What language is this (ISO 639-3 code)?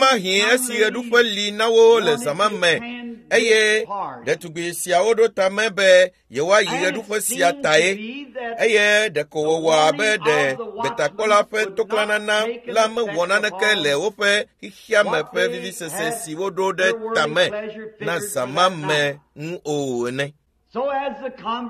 ewe